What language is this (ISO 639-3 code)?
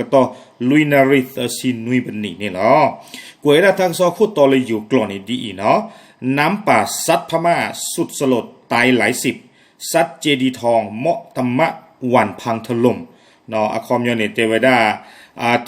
ksw